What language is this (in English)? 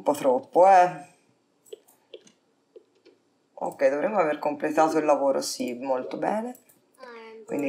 Italian